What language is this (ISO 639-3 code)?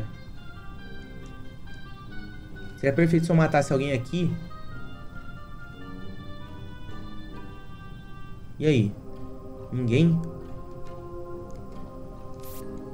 por